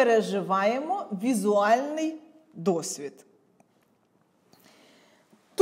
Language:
Ukrainian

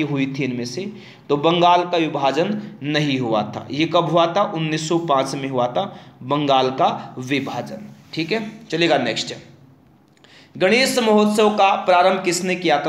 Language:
Hindi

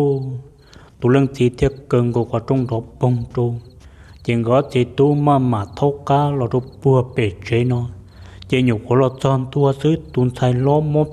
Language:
Hmong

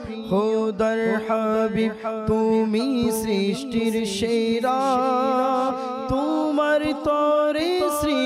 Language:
Bangla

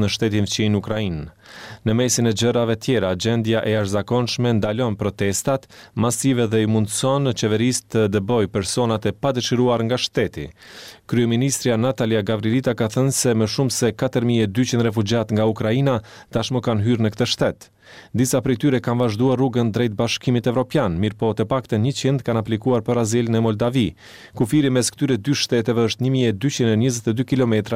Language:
Albanian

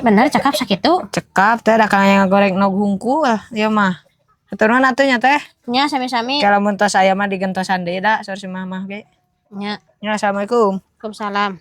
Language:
Sundanese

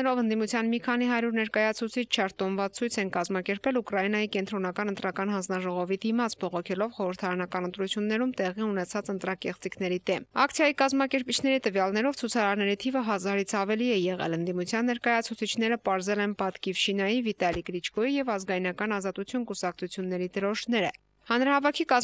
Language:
Armenian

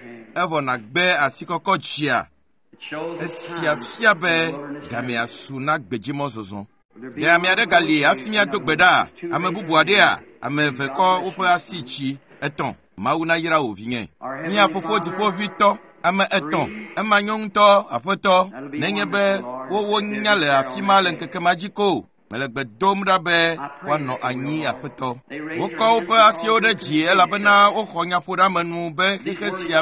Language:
Ewe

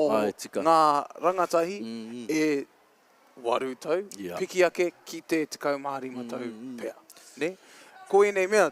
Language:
Māori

